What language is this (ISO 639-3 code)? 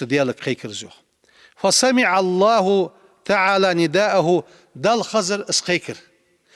inh